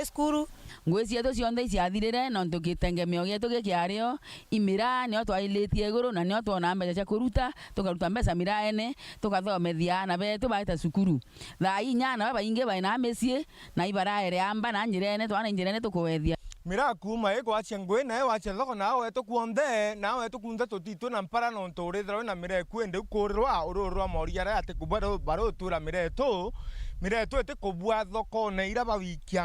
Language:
Meru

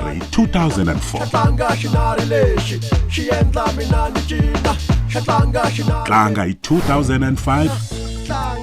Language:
Tsonga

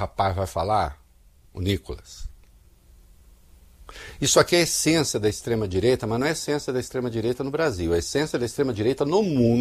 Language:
Portuguese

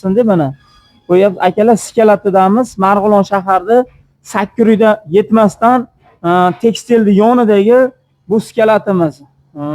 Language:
Uzbek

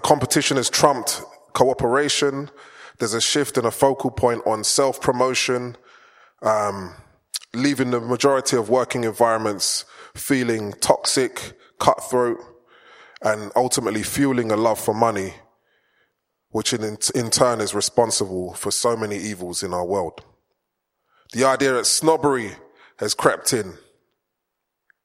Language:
English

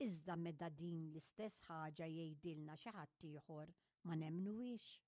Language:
Maltese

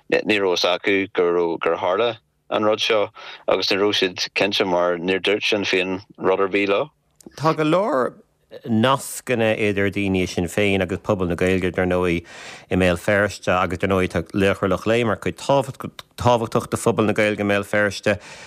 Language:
Irish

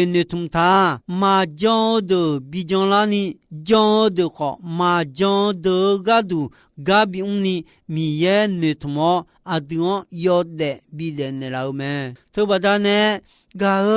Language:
Akha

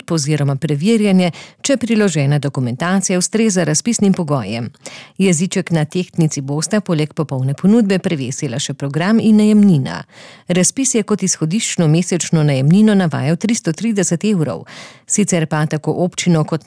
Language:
Slovenian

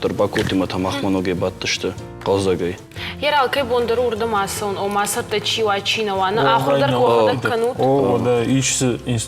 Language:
Ossetic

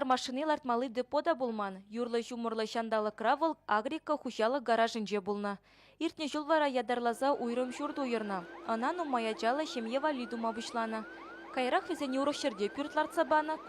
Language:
Chuvash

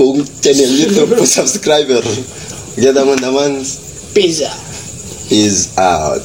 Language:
Ambonese Malay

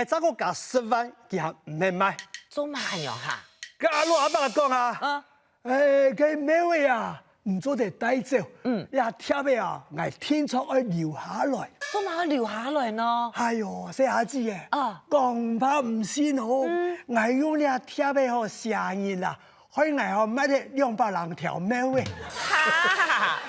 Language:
Hakka Chinese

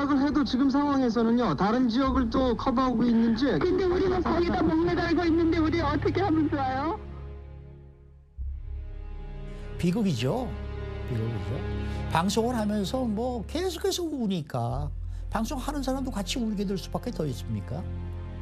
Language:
Korean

